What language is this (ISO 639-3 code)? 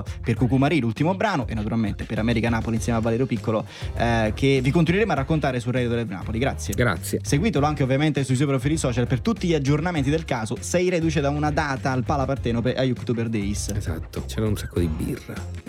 ita